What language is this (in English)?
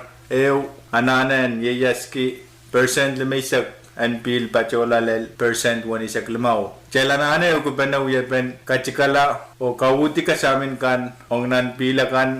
Pohnpeian